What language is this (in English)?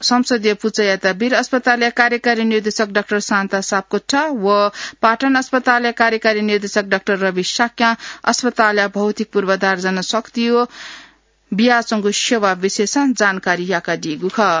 Newari